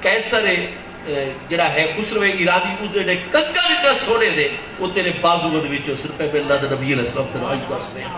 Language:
Saraiki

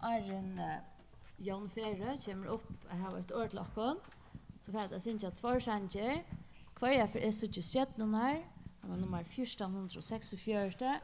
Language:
Faroese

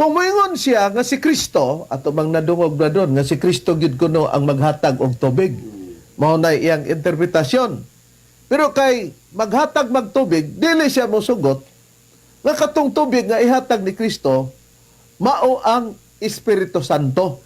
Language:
Cebuano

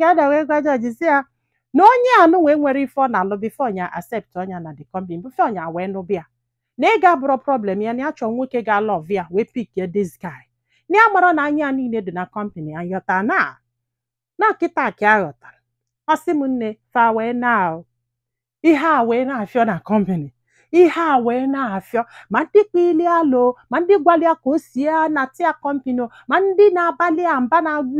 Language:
Igbo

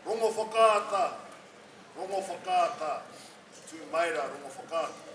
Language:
Māori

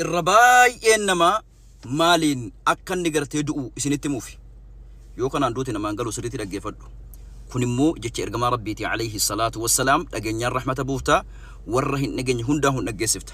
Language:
Oromo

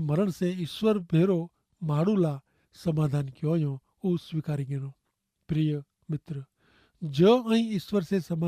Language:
Kachhi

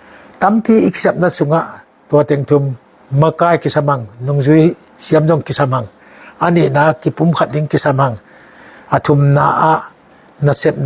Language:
Tedim Chin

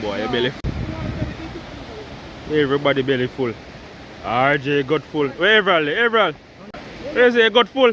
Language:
Jamaican Creole English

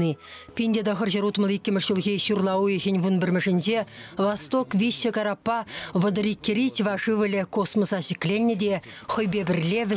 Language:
Chuvash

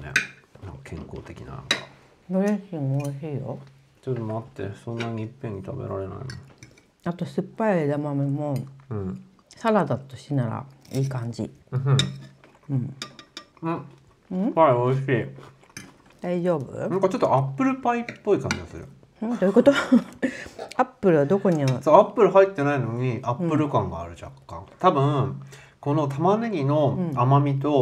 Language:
Japanese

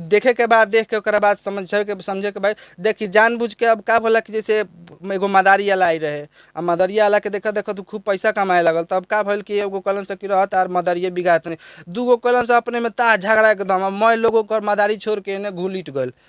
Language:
Bhojpuri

